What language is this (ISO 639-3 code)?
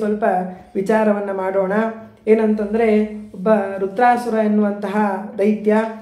kan